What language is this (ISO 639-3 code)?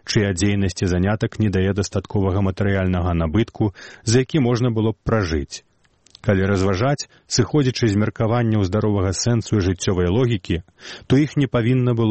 bel